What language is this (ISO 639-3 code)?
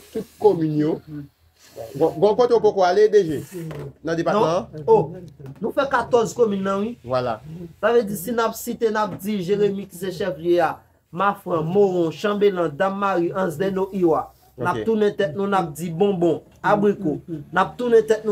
hat